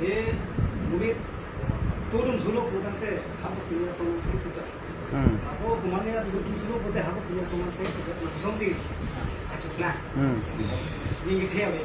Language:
Karbi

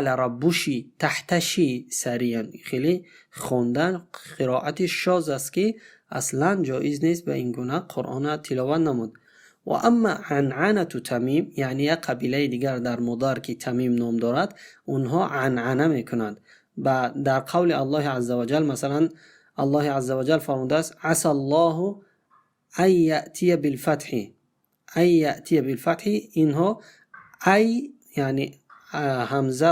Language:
Tajik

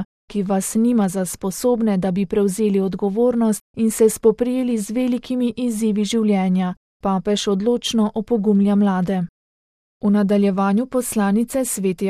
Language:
Slovenian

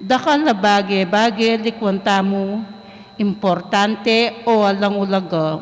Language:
Pampanga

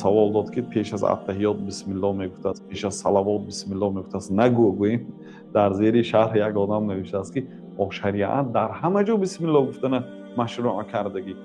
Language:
Tajik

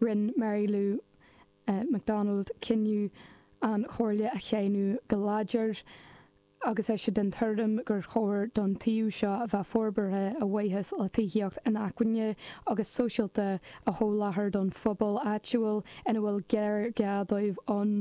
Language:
Irish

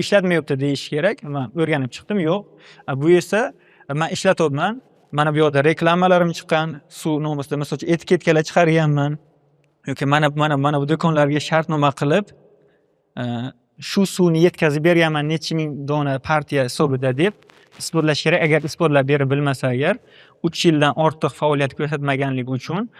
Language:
Uzbek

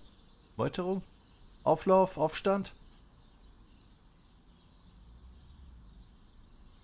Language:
German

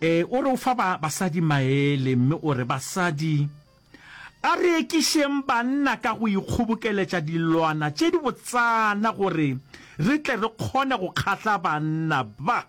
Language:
Northern Sotho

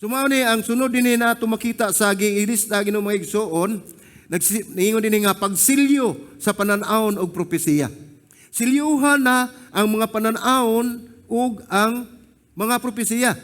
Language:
Cebuano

